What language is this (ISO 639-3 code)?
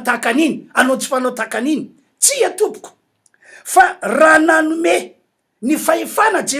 mlg